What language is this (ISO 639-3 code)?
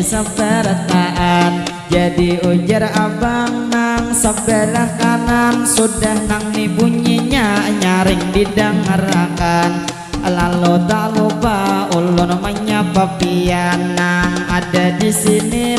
bjn